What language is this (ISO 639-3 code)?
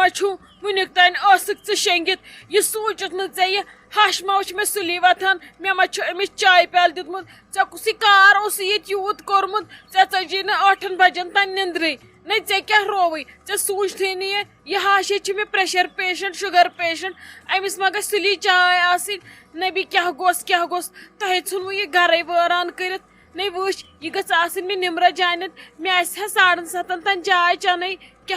kas